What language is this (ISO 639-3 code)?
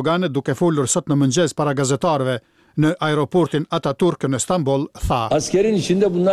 sqi